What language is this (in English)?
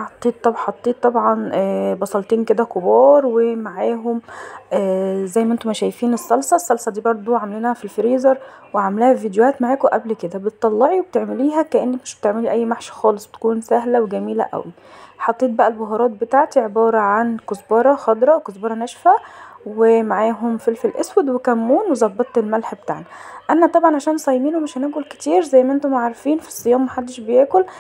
Egyptian Arabic